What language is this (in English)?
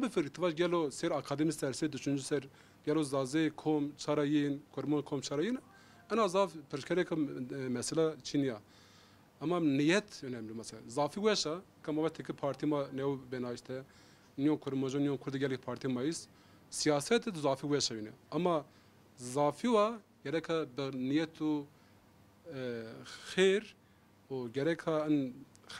Zaza